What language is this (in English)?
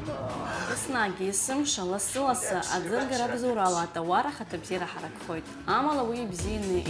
Abkhazian